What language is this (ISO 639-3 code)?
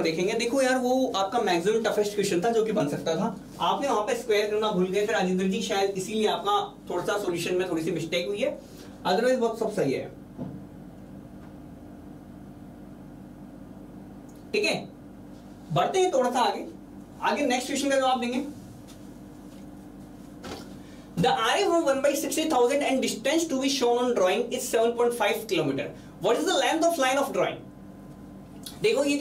hin